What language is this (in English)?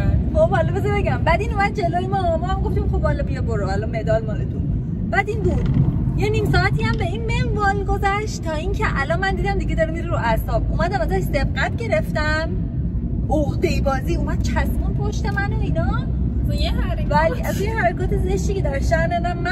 Persian